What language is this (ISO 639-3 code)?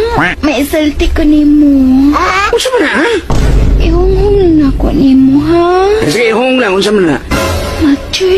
ceb